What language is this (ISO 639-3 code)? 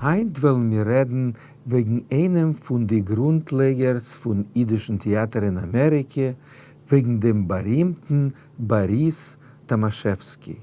yid